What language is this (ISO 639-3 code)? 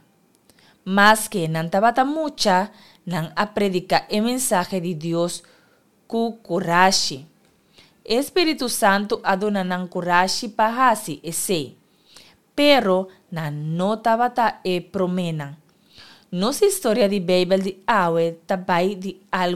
pap